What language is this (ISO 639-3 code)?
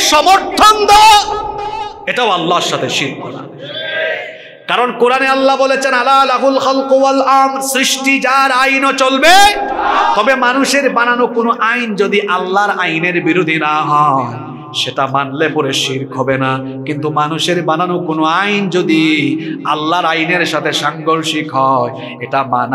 ben